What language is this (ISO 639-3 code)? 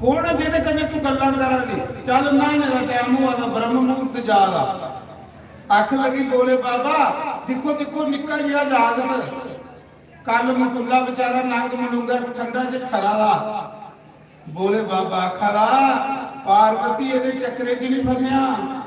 doi